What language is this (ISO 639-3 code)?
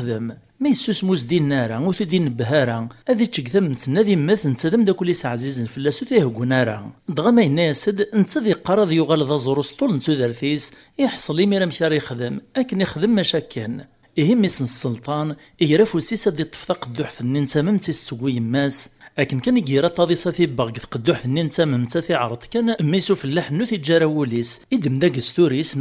kab